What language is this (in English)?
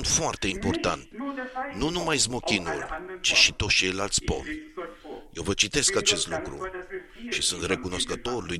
Romanian